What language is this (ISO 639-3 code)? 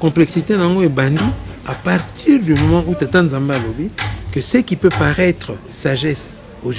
lin